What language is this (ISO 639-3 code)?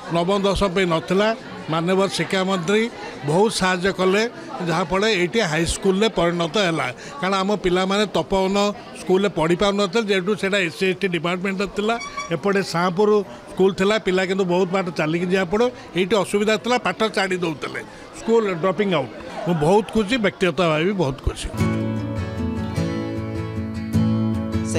ori